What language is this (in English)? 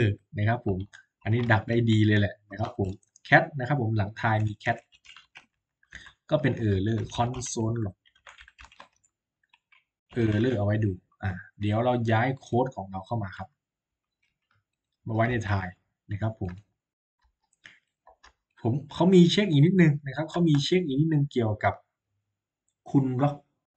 Thai